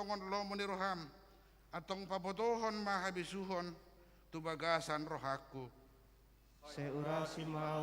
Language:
Batak Toba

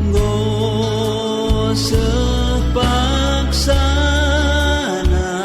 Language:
Batak Karo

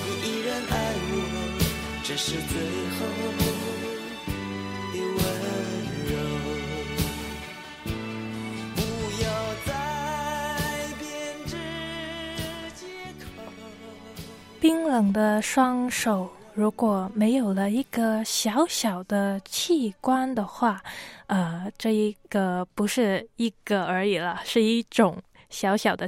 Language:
Chinese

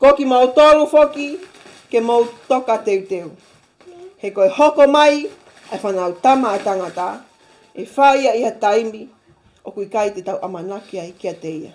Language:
Tongan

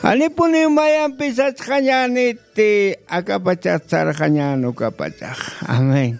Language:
Aymara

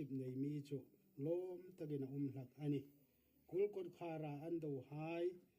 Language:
Hmar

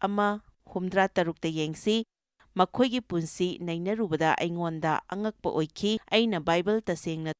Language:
Manipuri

